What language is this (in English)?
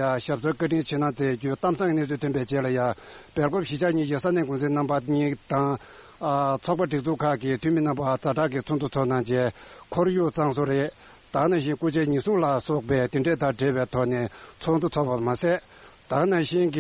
Tibetan